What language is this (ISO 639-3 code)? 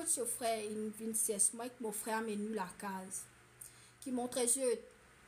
mfe